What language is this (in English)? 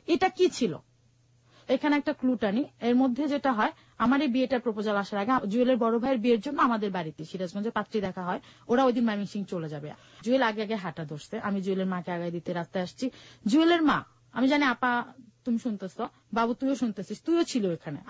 Bangla